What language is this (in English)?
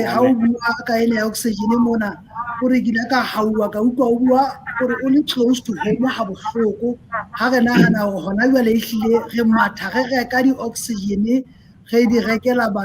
Southern Sotho